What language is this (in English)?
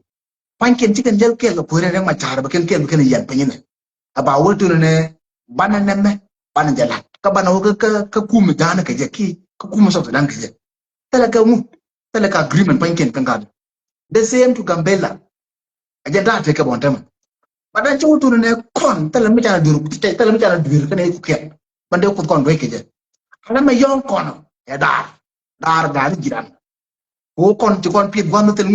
Nuer